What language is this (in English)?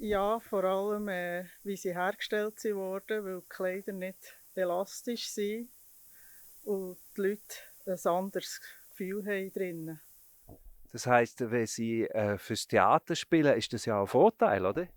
Swiss German